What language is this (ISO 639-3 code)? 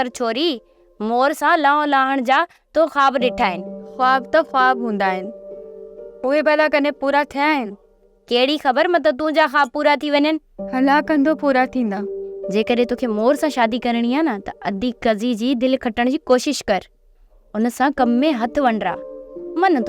snd